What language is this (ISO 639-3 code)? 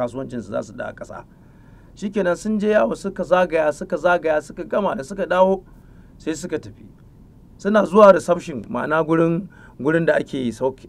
hau